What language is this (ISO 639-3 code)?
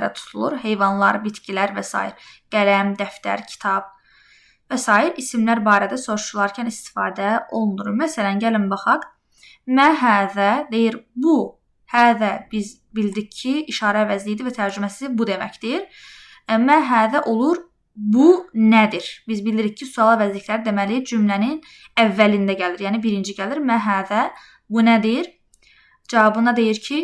aze